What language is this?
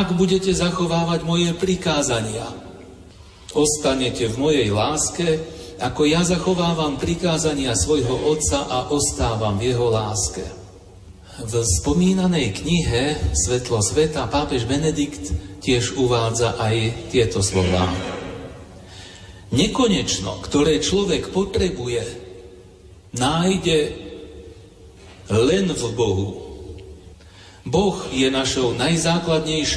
Slovak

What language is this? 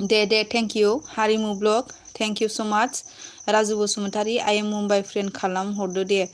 Bodo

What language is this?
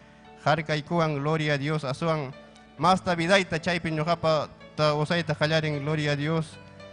Ayacucho Quechua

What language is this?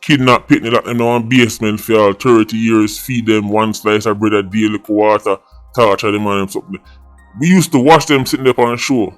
Jamaican Creole English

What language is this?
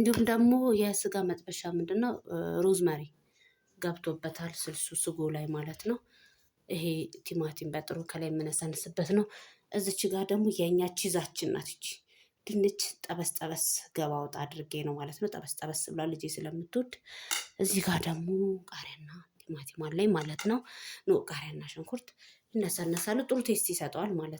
Amharic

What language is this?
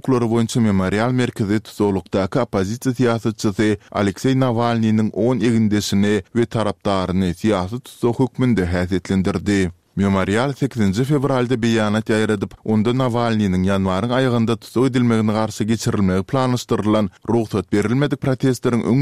Turkmen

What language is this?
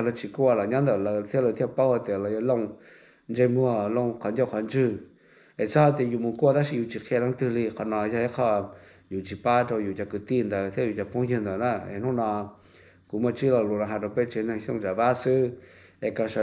Hmong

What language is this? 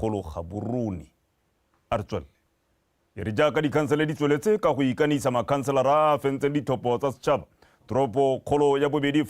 Tswana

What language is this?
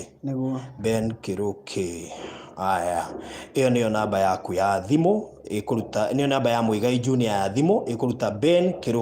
Kikuyu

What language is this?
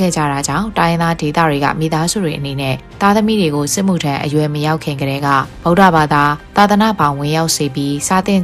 Burmese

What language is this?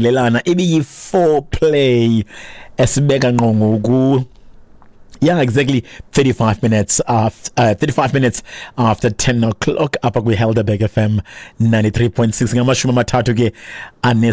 Xhosa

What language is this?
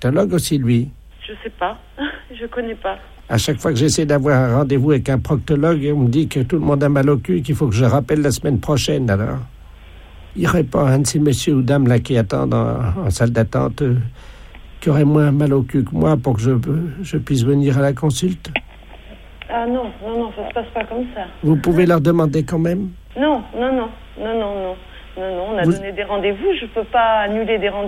French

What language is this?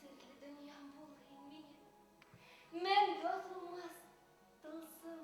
Bashkir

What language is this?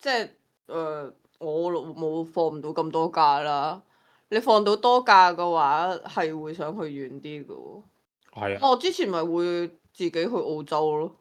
Cantonese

